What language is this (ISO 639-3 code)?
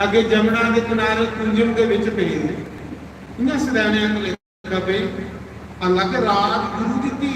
doi